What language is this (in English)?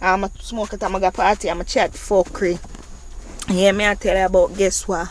Jamaican Creole English